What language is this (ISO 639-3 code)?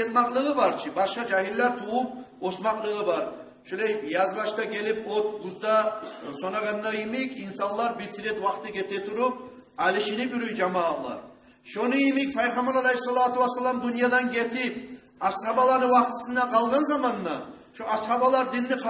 kum